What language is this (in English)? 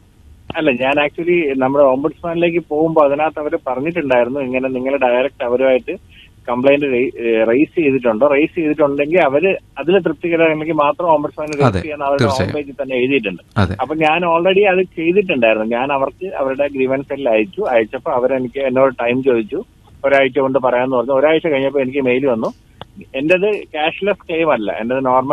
Malayalam